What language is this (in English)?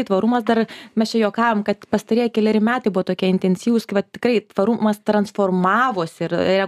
Lithuanian